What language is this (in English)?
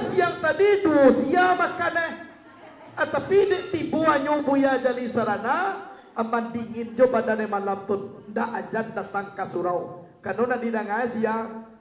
Minangkabau